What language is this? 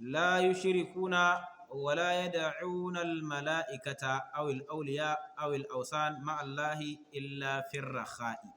Hausa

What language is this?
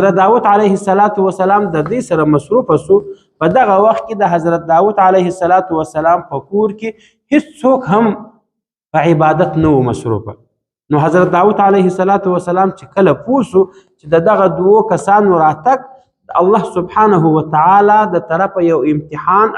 Pashto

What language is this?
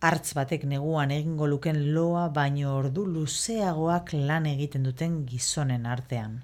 Basque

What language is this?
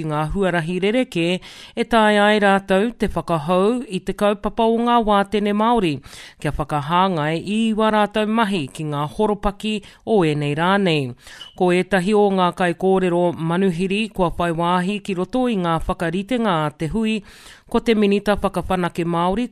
Māori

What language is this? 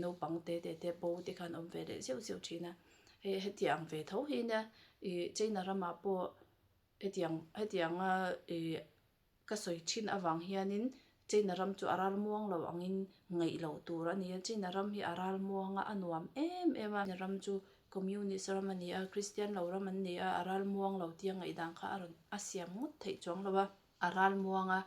Mizo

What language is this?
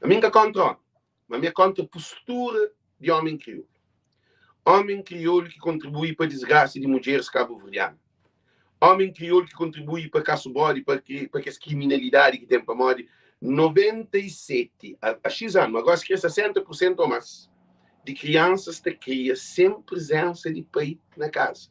Kabuverdianu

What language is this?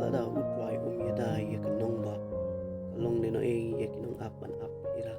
Khasi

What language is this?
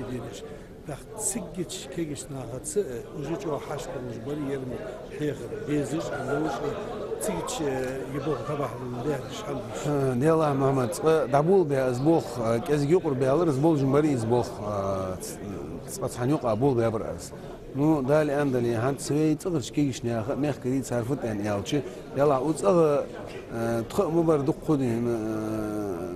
Ingush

